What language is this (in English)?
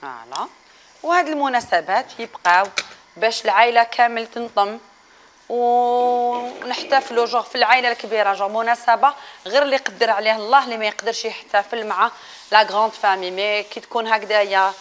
Algerian Arabic